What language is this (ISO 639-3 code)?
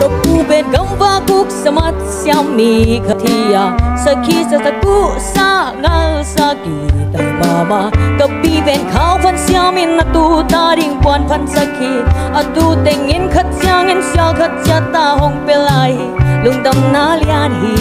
ctd